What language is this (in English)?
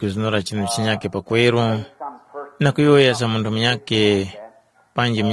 Tumbuka